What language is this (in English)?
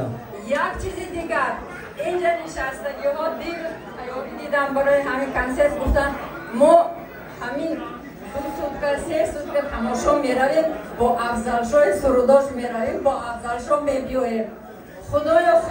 Tajik